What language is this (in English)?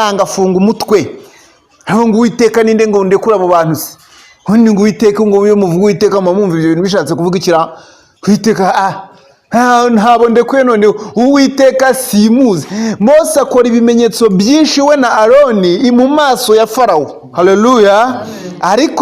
Kinyarwanda